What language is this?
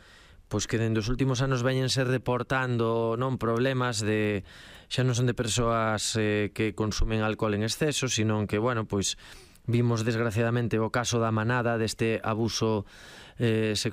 Galician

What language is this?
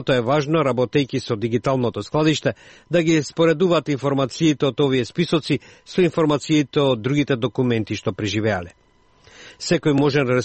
Macedonian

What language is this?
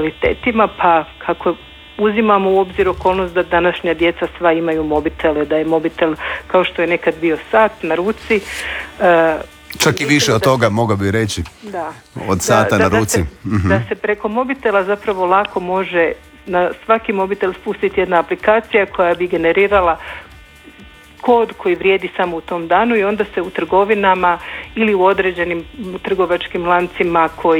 Croatian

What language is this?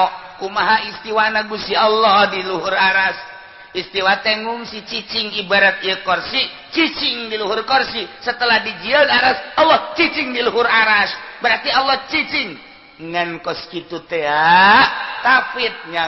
Sundanese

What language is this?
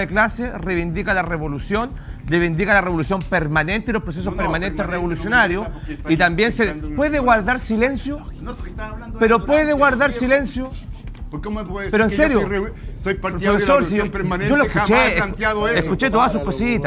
Spanish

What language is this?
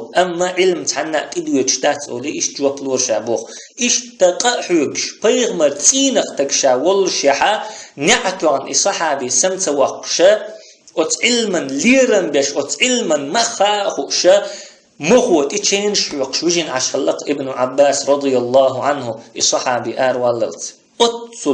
Chechen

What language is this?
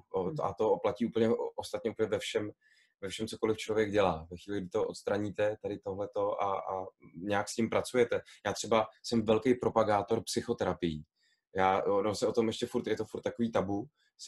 Czech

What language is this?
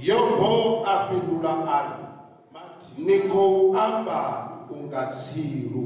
Venda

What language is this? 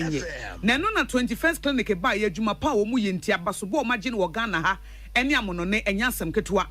Akan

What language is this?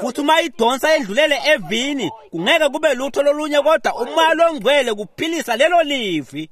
Swati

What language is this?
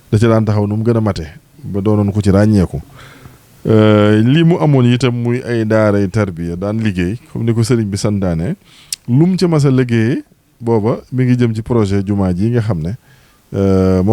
Wolof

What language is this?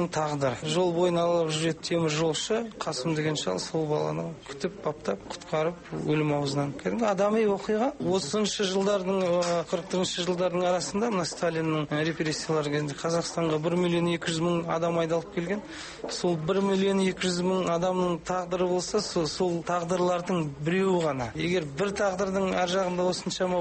Kazakh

